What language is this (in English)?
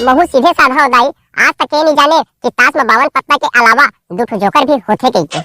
Chhattisgarhi